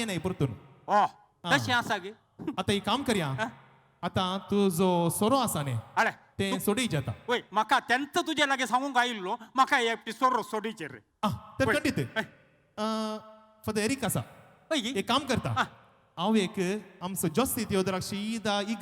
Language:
Konkani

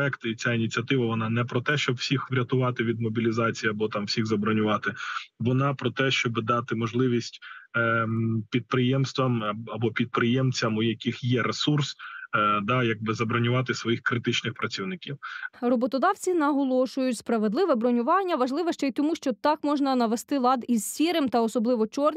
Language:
Ukrainian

